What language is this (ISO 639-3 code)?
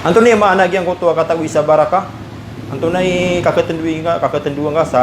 mrw